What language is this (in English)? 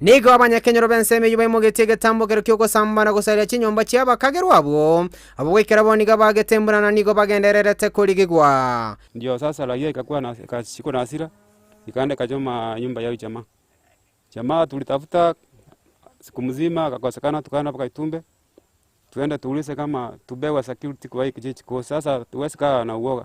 Gusii